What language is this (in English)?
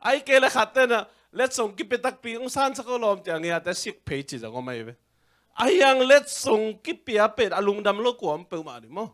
Tedim Chin